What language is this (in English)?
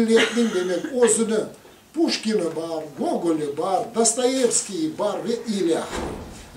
Crimean Tatar